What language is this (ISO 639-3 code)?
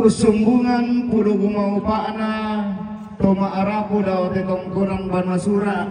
sda